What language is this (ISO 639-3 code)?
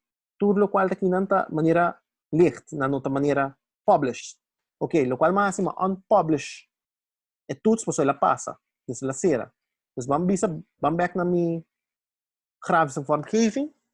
pap